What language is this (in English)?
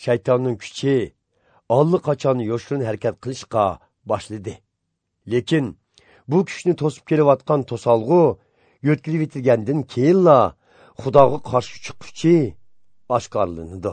Uyghur